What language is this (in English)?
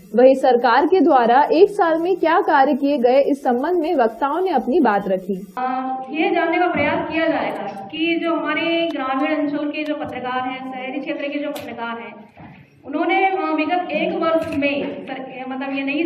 Hindi